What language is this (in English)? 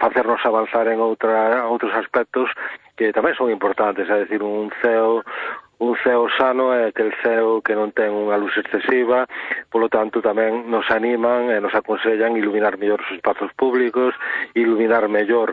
Galician